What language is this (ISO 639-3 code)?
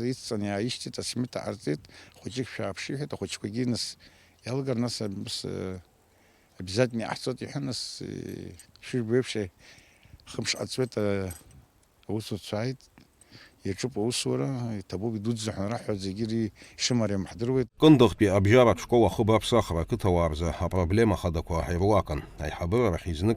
abk